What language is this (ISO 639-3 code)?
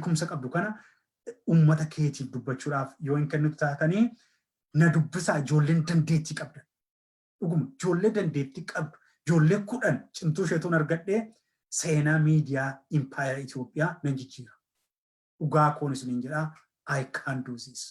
orm